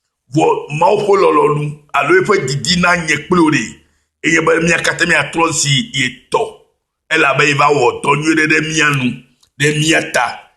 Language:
Ewe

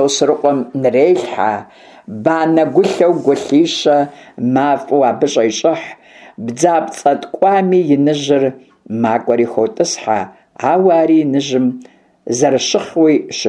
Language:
Kabardian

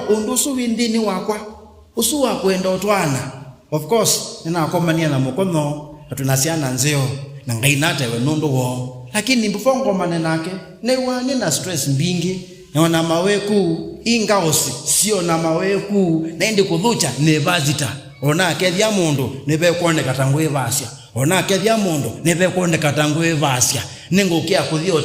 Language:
Kamba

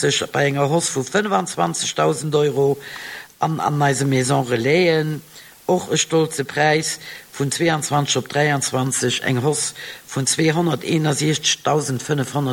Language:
Luxembourgish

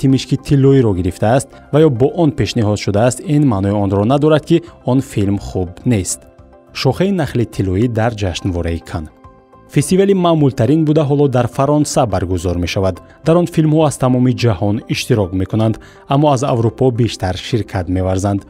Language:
Tajik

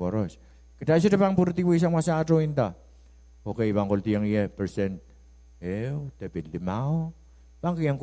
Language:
Pohnpeian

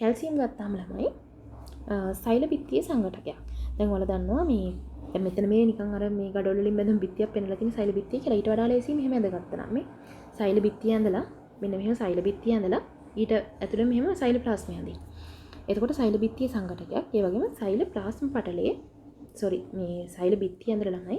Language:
Sinhala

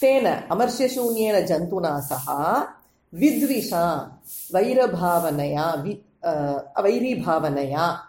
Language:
Sanskrit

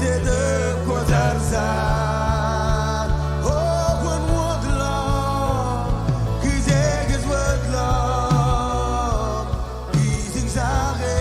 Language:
Marshallese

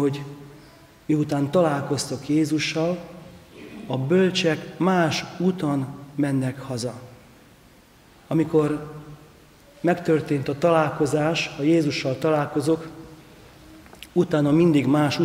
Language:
Hungarian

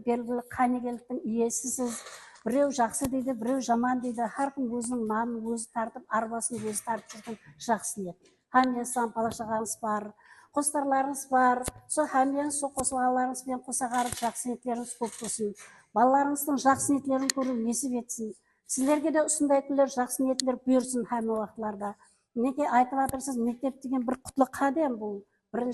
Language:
Kara-Kalpak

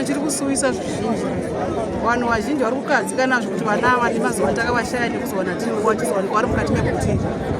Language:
Shona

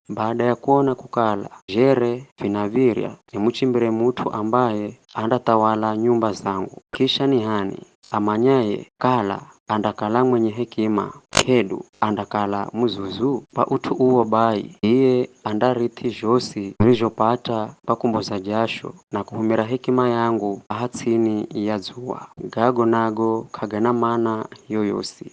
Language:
Giryama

